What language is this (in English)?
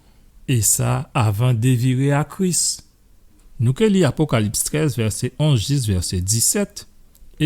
Guadeloupean Creole French